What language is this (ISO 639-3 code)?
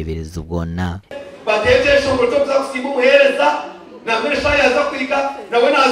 nyn